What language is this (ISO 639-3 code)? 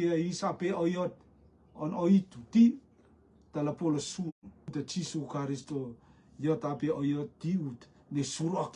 rtm